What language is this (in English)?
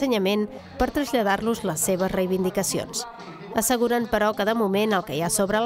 Catalan